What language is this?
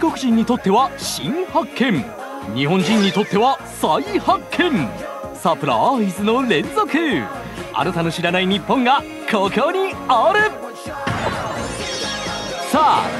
Japanese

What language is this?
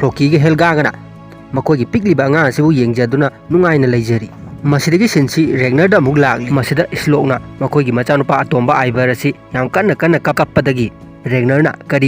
Manipuri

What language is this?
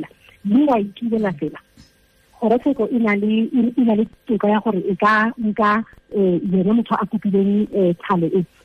Tswana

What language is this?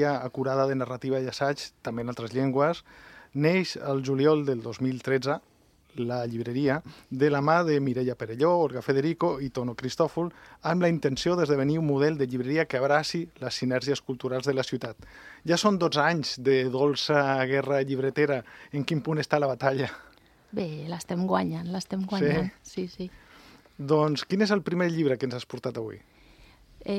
Catalan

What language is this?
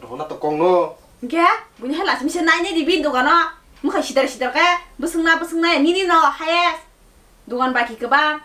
Kok Borok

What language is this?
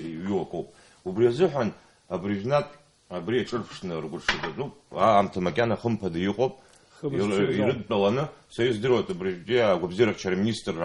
Abkhazian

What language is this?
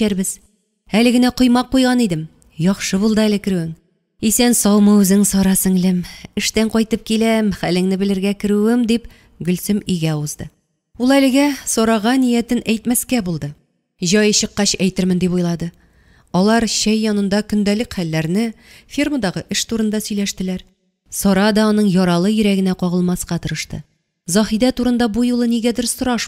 Tatar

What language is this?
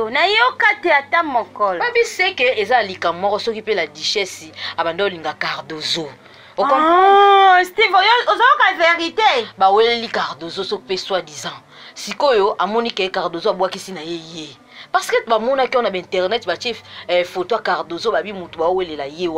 Lingala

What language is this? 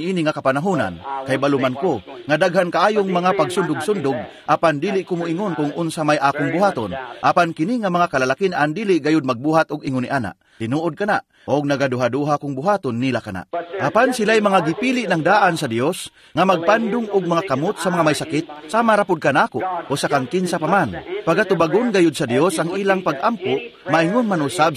Cebuano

